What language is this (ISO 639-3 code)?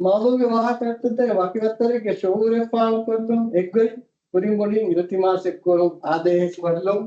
div